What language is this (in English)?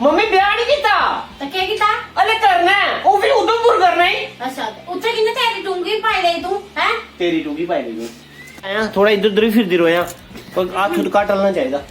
Dogri